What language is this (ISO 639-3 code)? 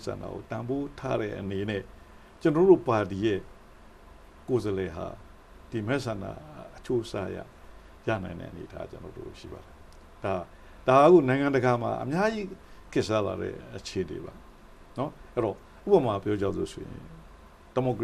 mya